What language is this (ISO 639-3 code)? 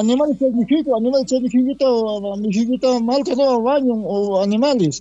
quh